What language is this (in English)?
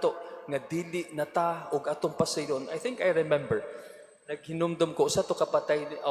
Cebuano